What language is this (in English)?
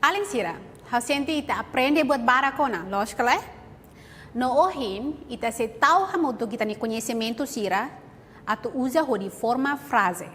Tetum